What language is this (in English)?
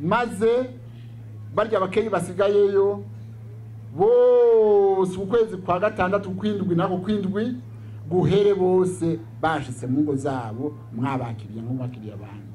Rundi